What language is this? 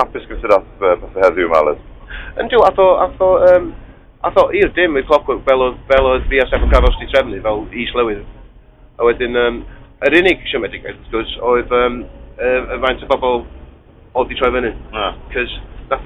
Welsh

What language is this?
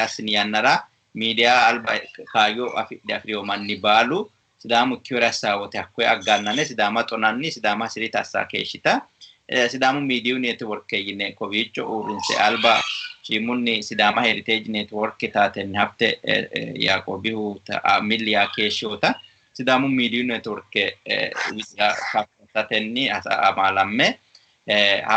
Sidamo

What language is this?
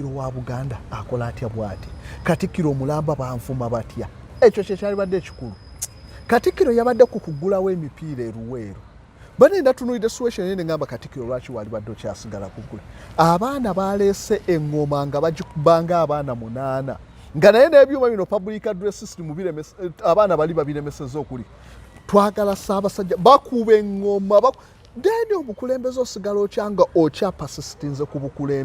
Ganda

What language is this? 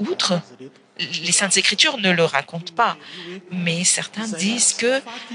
French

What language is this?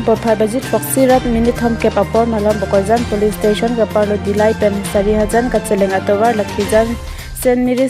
Karbi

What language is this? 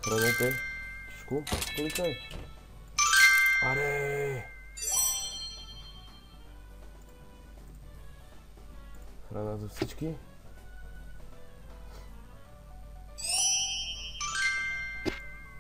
Bulgarian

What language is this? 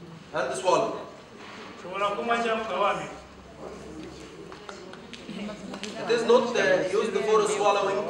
Kinyarwanda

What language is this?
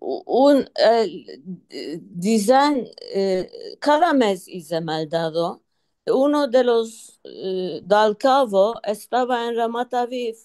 Ladino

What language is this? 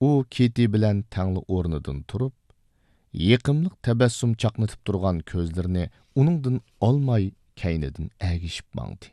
Uyghur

